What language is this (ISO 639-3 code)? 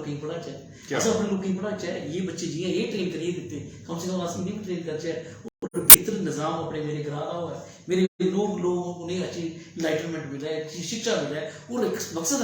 doi